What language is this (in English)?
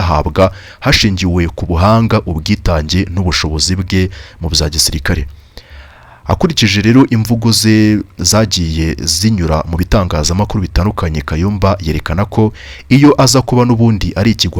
Kinyarwanda